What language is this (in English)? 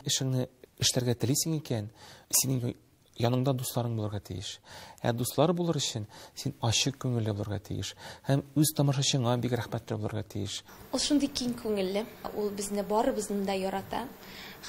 Tatar